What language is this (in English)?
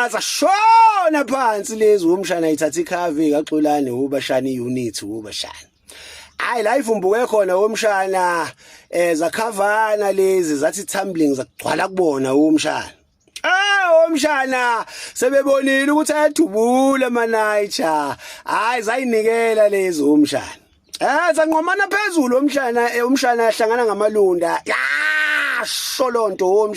Zulu